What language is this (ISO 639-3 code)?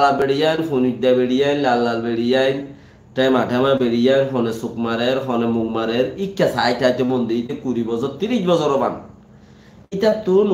rhg